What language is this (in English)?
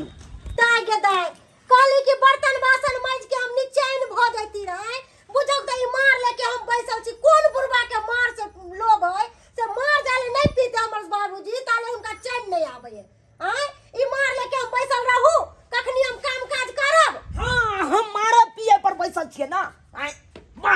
Maithili